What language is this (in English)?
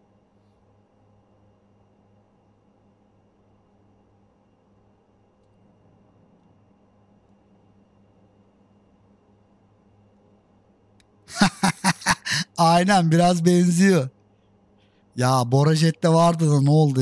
Turkish